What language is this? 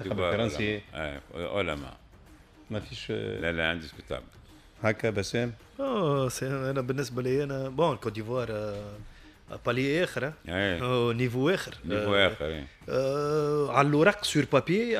Tunisian Arabic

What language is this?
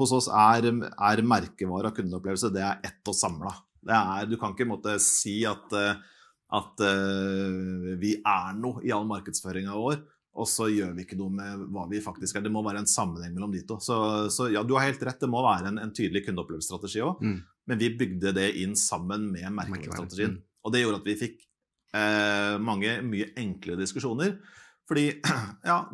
Norwegian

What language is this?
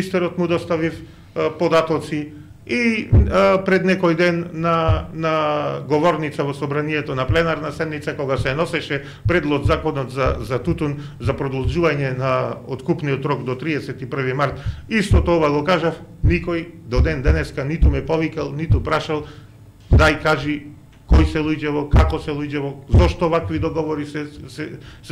Macedonian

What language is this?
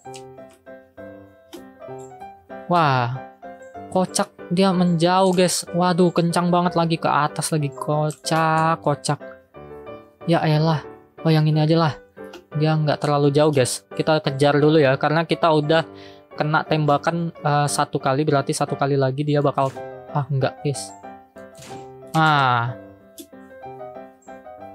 Indonesian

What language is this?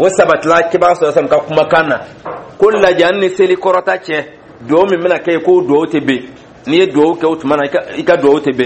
Dyula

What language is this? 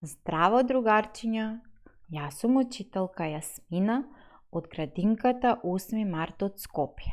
Macedonian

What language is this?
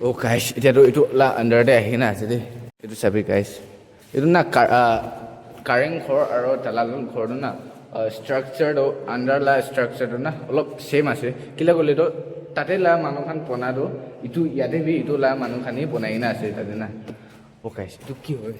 Naga Pidgin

